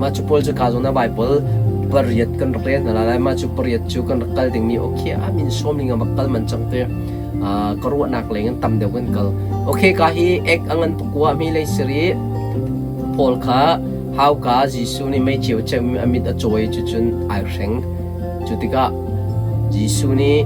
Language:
Hakha Chin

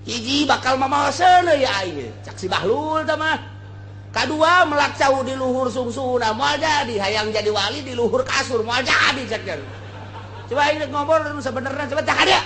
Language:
Sundanese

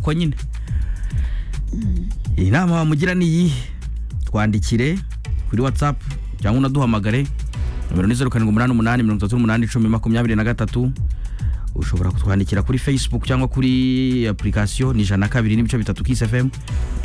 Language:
Kinyarwanda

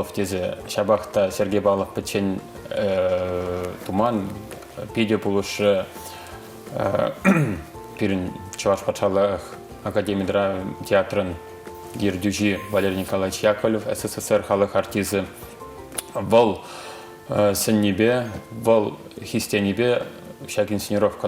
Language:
Chuvash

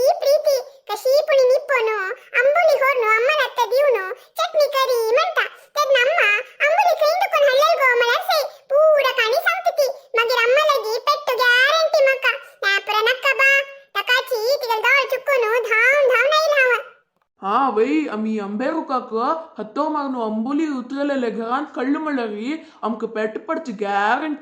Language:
Konkani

